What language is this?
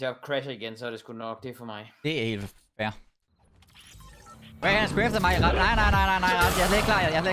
Danish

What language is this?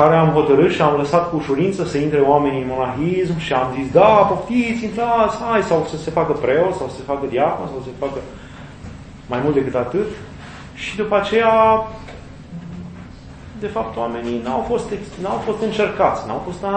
Romanian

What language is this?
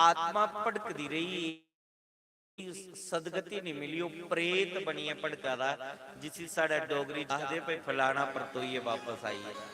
Dogri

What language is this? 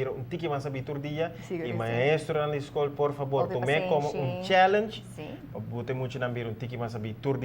Papiamento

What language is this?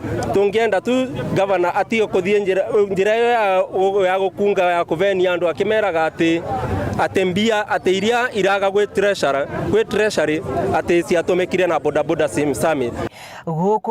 Meru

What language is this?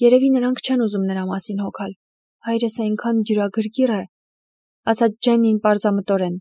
Armenian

